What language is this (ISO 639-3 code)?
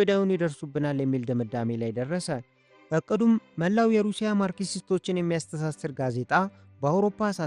amh